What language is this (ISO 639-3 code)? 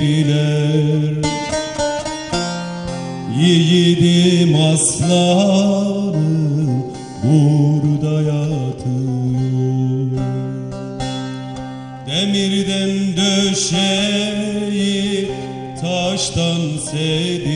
tur